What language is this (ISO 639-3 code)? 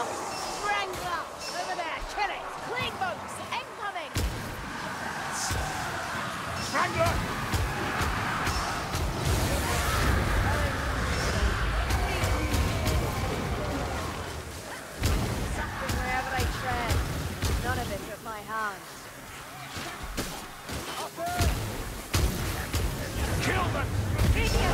eng